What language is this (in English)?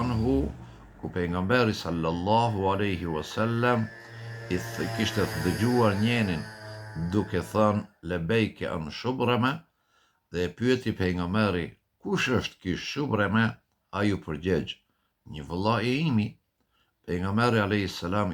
Albanian